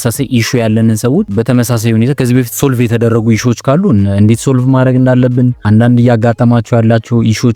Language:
Amharic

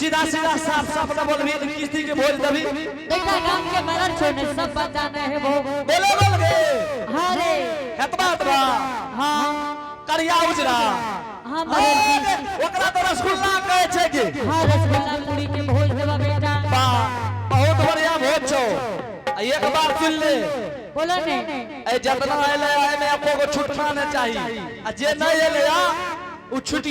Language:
Angika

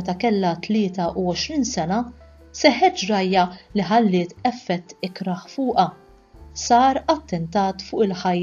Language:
Maltese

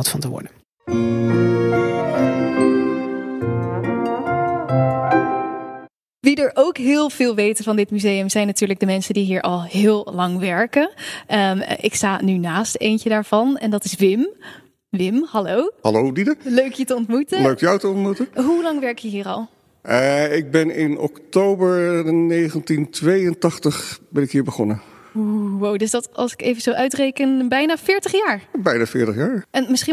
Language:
Dutch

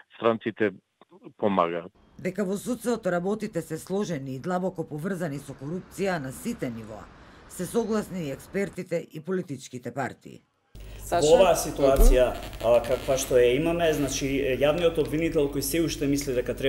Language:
Macedonian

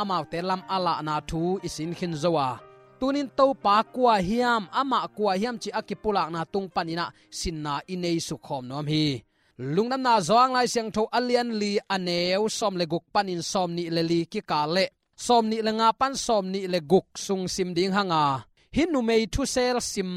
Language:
Tedim Chin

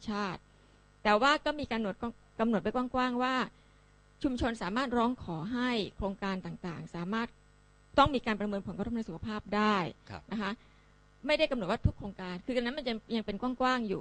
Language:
Thai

